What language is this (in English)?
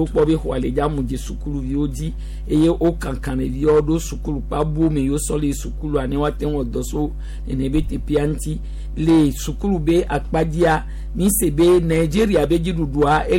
Gen